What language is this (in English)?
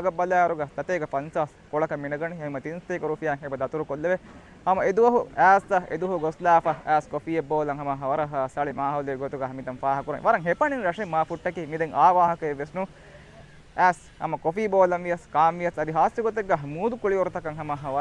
Divehi